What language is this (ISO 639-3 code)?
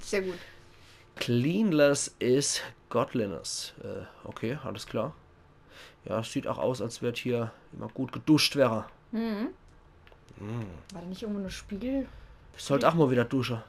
pfl